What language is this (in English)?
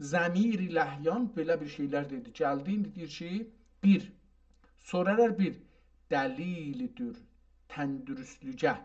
South Azerbaijani